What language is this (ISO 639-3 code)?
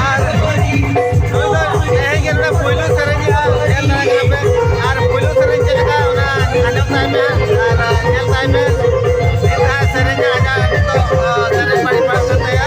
sat